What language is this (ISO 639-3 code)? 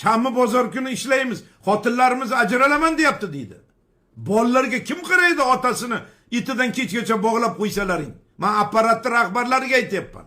uzb